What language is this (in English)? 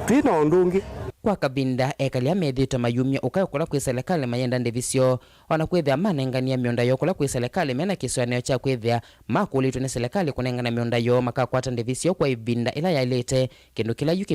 Kamba